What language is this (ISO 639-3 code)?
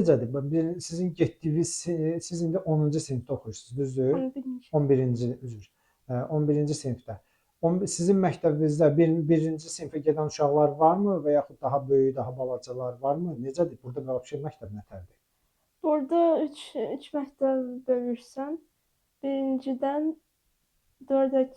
aze